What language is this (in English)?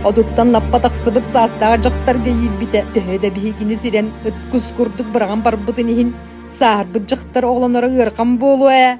Yakut